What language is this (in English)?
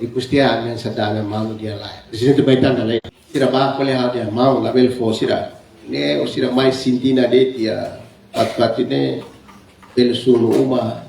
Tetum